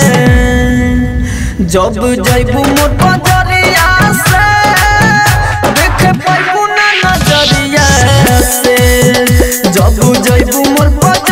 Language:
Bhojpuri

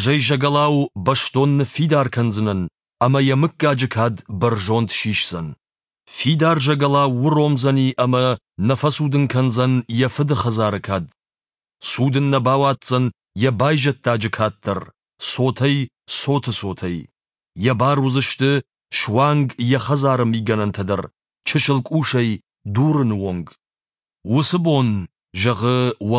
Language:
Ossetic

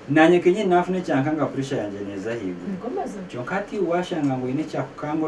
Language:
Nyankole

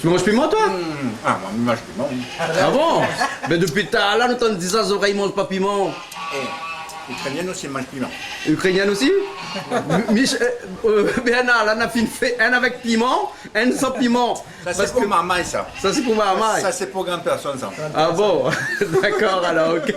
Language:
Réunion Creole French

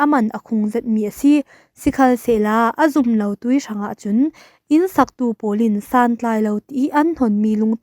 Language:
Falam Chin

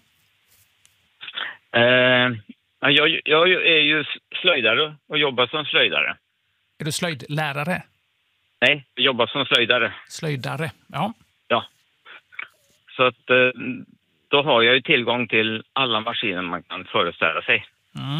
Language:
Swedish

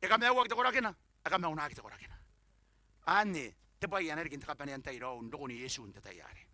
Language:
Gilbertese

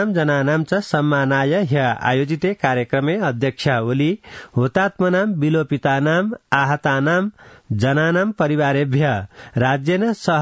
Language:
Sanskrit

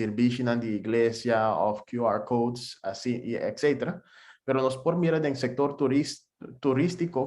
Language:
Papiamento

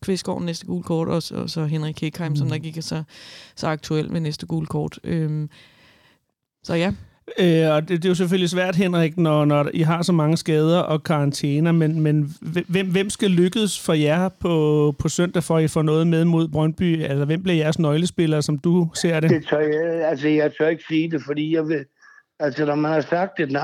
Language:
Danish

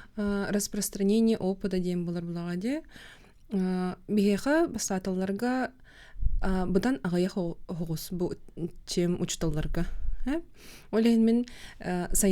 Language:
Yakut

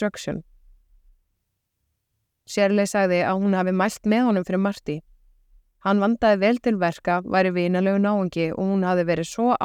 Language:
Icelandic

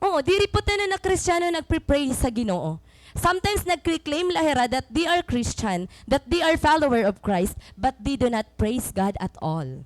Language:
Waray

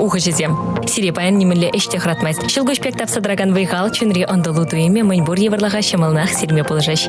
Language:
Chuvash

